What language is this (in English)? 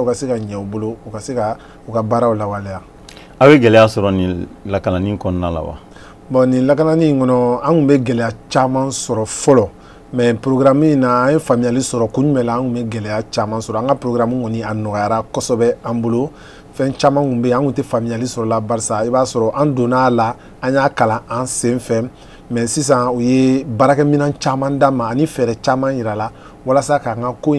Bambara